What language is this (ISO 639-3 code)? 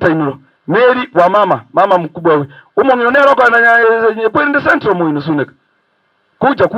guz